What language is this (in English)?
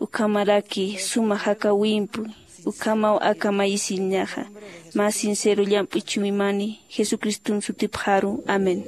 Aymara